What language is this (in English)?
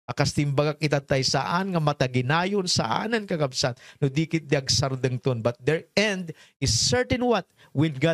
Iloko